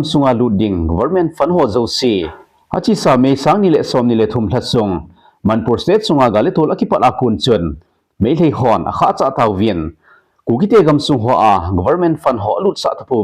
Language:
Thado Chin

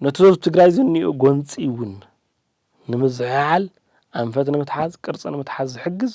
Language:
Tigrinya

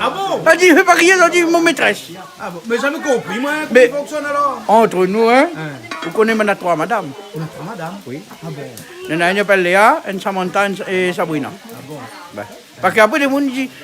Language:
Réunion Creole French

